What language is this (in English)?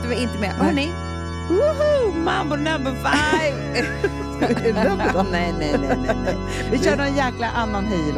Swedish